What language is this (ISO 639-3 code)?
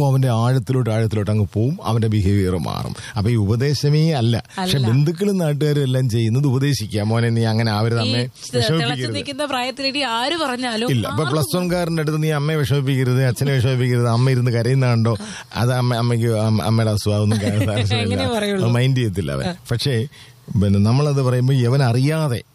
mal